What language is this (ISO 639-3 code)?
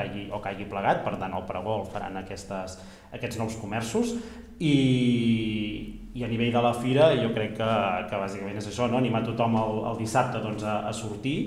cat